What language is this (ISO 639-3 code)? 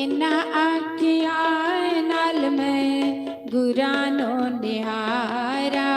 doi